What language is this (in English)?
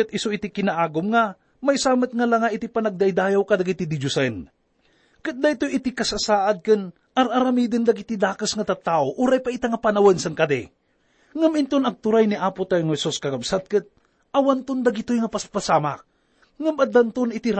Iloko